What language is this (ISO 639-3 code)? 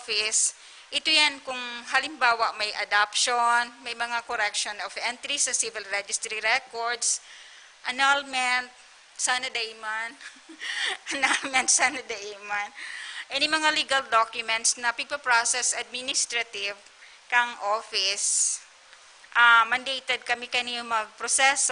bik